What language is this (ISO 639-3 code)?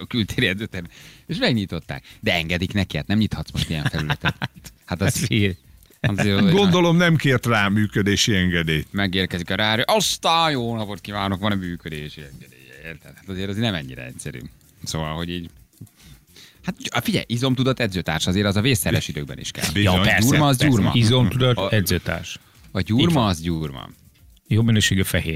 hun